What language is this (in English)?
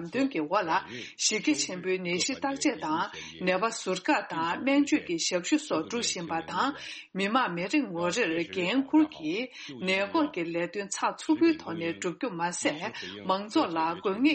Tibetan